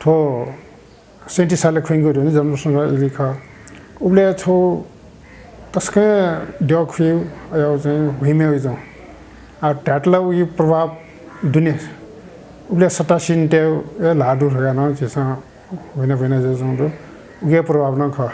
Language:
Newari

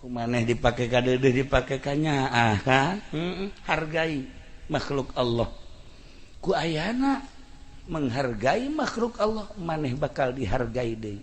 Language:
Sundanese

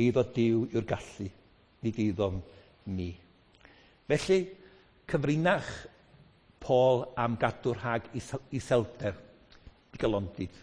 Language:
Welsh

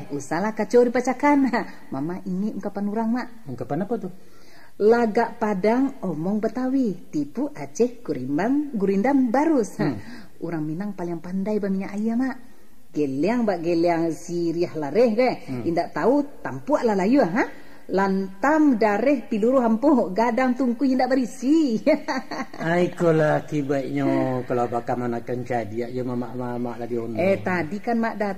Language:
Minangkabau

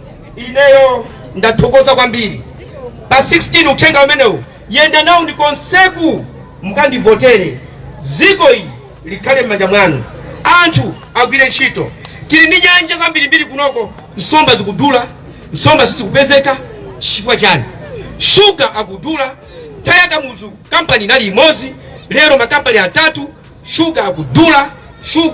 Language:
Nyanja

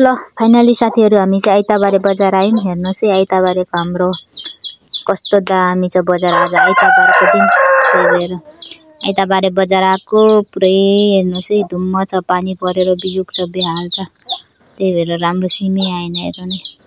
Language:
Nepali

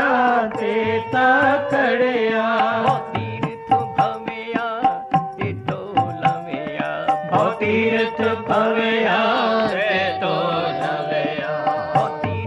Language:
Punjabi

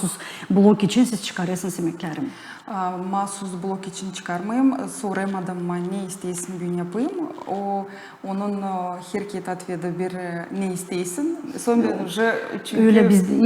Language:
Gagauz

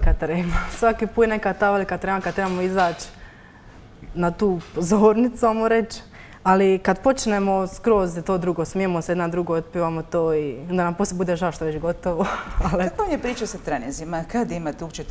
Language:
Croatian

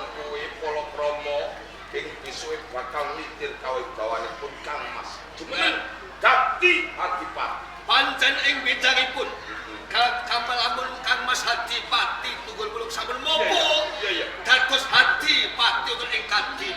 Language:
Javanese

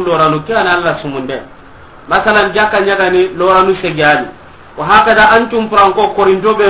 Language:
Soninke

